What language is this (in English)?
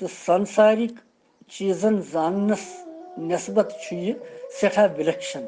Kashmiri